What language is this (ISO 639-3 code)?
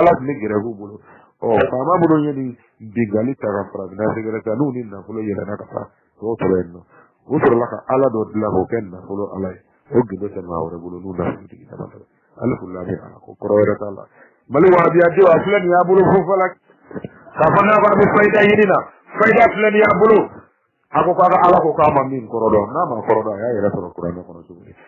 bam